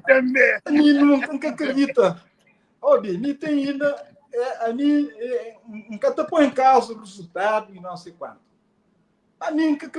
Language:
Kabuverdianu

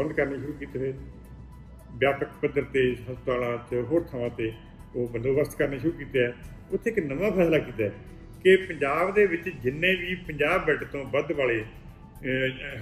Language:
Punjabi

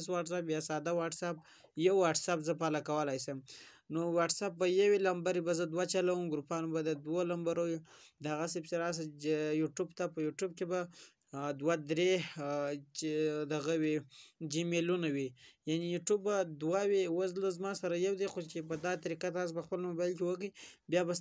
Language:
Pashto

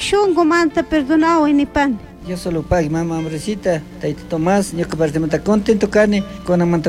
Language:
Chimborazo Highland Quichua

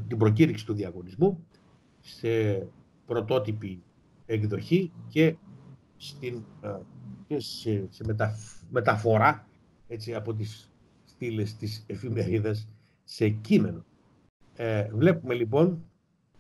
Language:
Greek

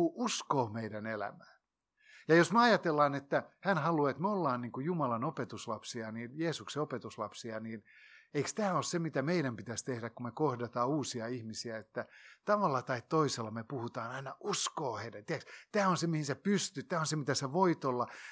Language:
Finnish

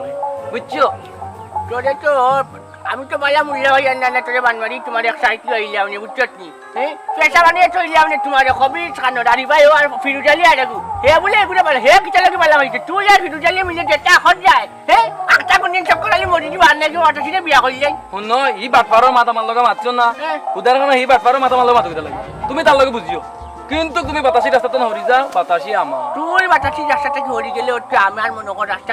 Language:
Sylheti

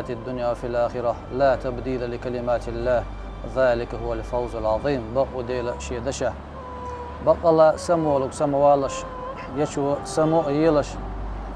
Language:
Chechen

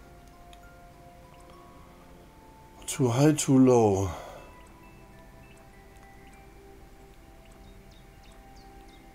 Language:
German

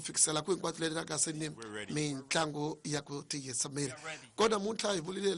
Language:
Tsonga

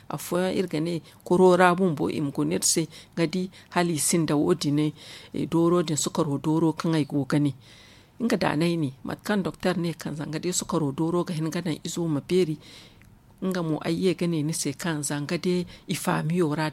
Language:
Zarma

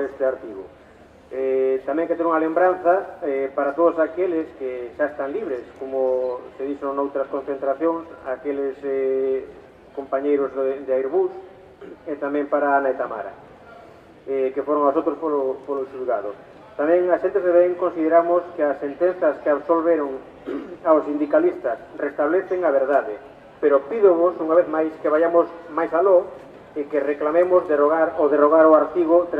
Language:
Galician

